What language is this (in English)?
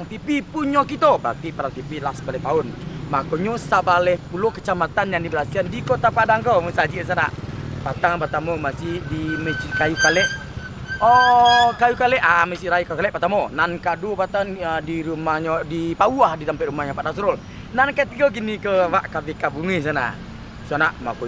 Minangkabau